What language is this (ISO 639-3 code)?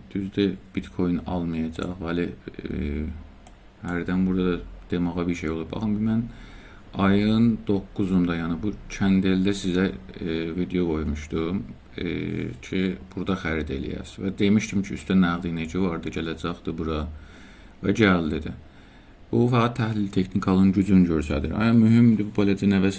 azb